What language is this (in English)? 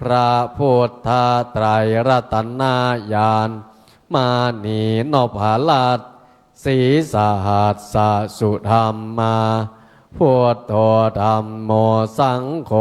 Pali